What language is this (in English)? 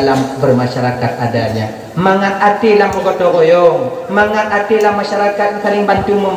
Achinese